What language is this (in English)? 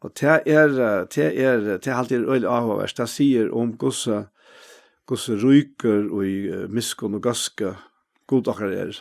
Faroese